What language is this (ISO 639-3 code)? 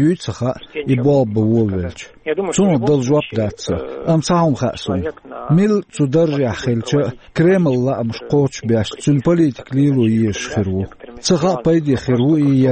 che